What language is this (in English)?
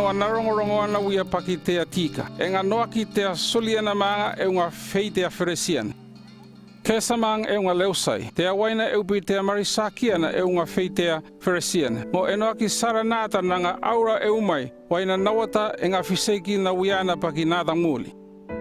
North Efate